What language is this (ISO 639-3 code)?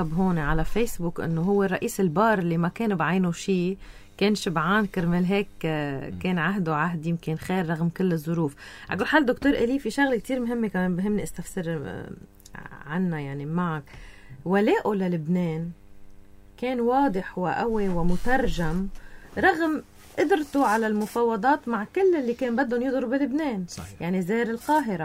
apc